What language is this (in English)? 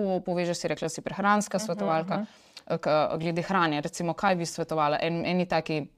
Slovenian